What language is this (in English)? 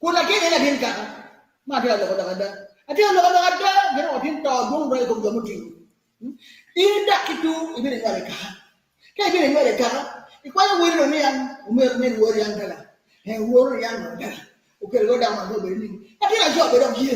Acoli